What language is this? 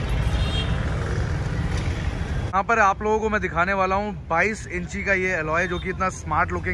Hindi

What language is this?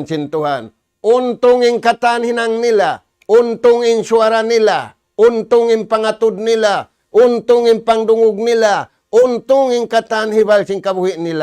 Tausug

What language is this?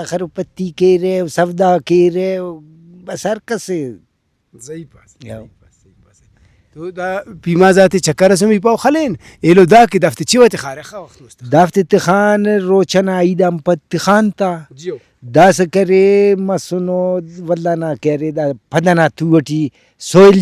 Brahui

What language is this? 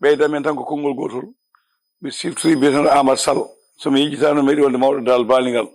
Fula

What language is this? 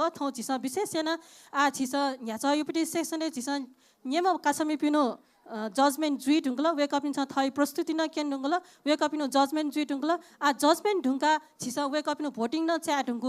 Newari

